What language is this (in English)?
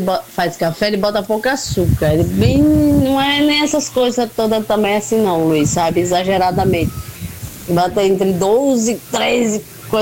Portuguese